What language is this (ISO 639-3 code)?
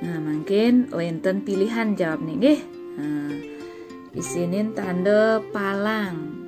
ban